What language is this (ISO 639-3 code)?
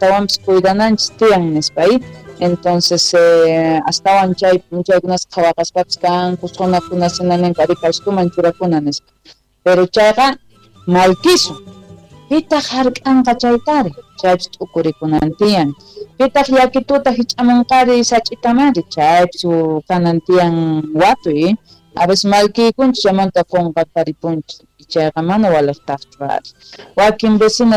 quh